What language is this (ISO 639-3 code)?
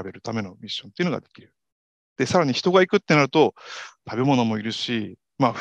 jpn